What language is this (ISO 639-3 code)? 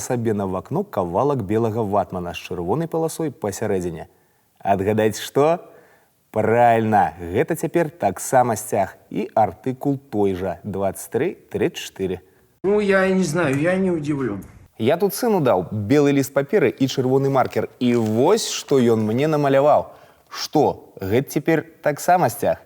bel